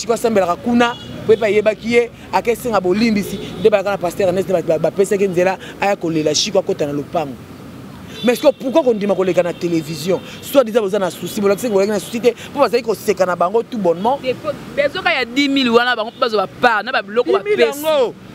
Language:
Lingala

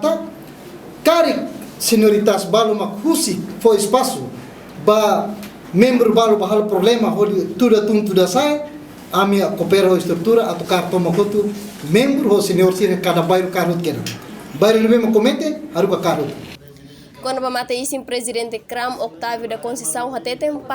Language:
Tetum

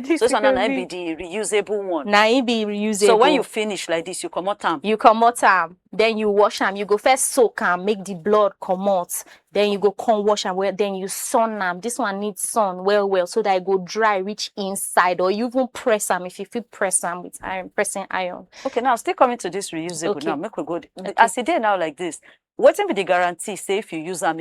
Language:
Nigerian Pidgin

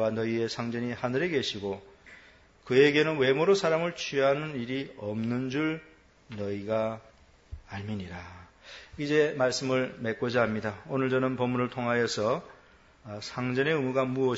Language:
Korean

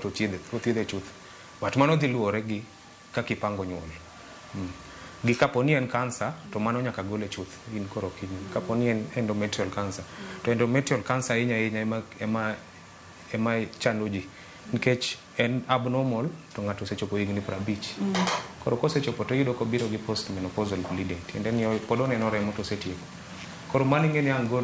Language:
Luo (Kenya and Tanzania)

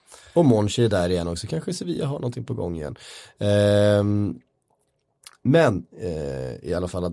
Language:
Swedish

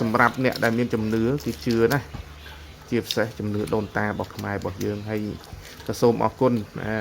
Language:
Khmer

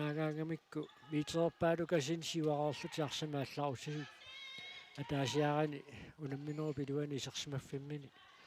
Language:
Kalaallisut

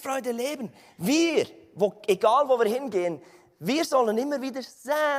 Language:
Swiss German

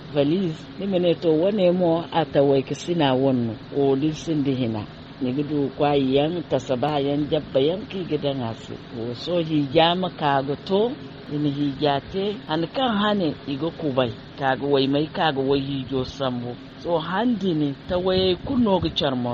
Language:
Zarma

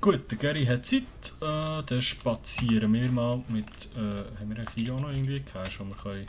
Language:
Swiss German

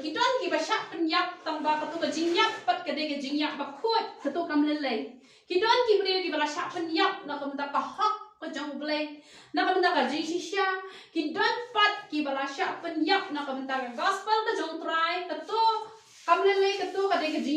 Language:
Khasi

